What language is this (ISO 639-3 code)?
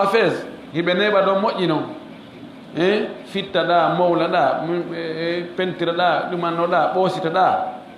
ful